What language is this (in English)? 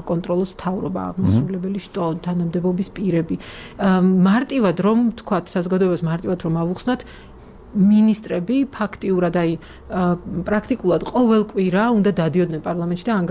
Georgian